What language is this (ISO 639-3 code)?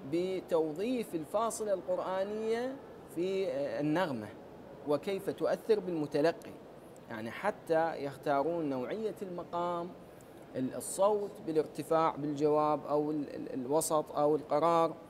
ara